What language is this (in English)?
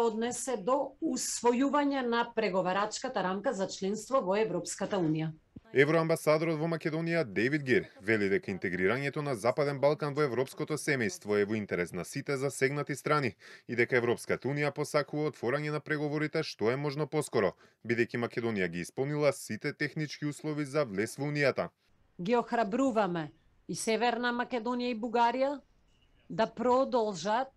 Macedonian